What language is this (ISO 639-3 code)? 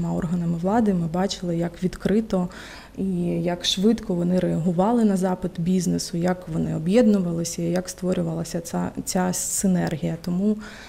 ukr